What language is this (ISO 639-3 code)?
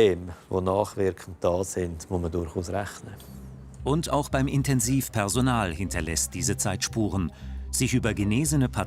gsw